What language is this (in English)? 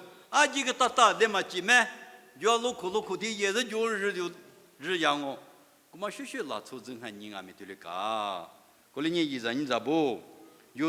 Lisu